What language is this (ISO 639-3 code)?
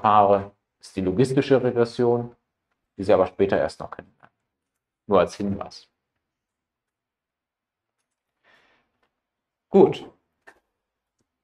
deu